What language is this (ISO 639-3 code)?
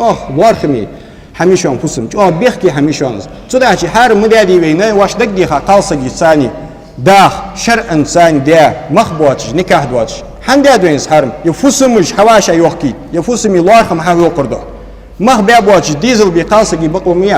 inh